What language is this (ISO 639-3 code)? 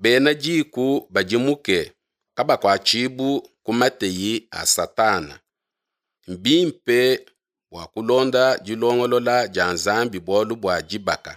lua